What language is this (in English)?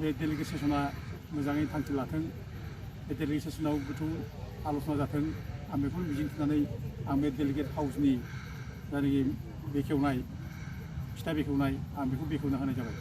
Bodo